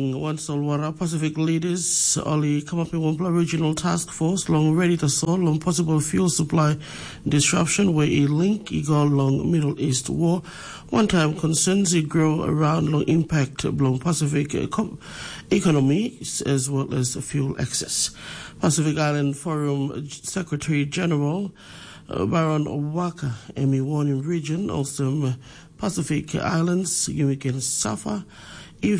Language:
Tok Pisin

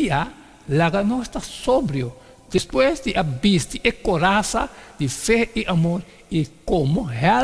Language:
Papiamento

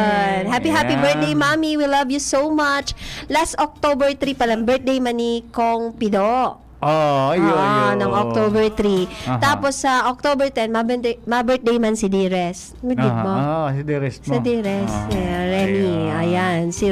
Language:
Bikol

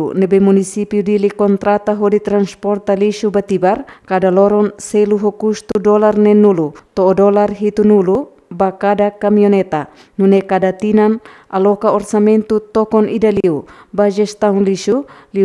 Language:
Tetum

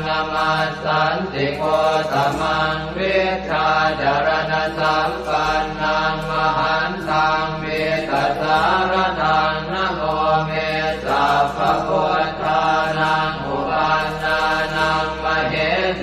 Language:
Pali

